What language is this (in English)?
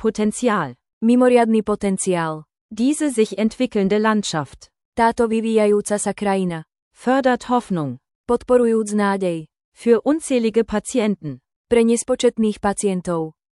Slovak